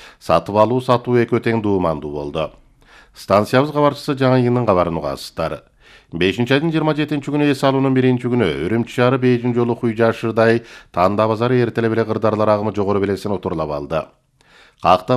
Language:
Kyrgyz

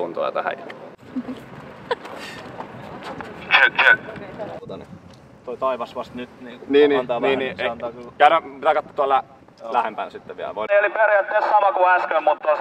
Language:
Finnish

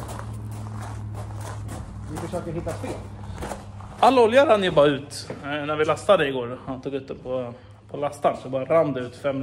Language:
Swedish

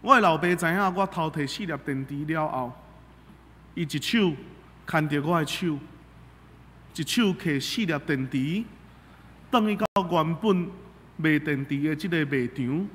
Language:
Min Nan Chinese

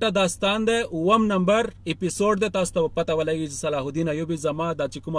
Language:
Pashto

